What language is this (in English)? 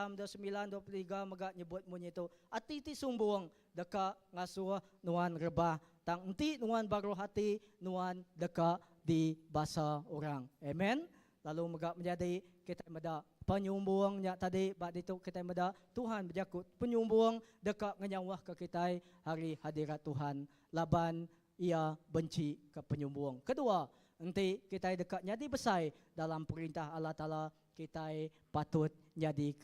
Iban